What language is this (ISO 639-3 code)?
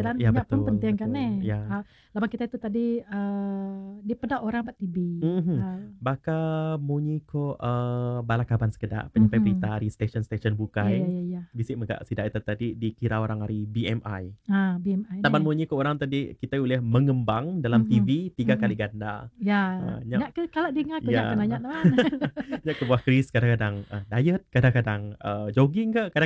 iba